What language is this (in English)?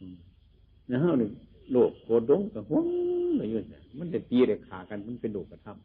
Northeastern Thai